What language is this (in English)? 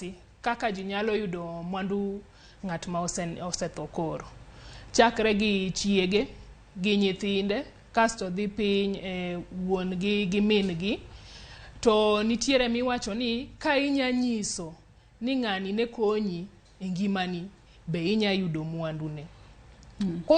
Luo (Kenya and Tanzania)